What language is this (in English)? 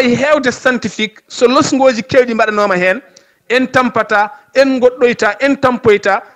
Fula